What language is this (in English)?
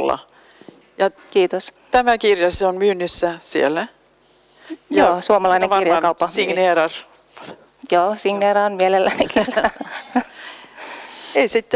Finnish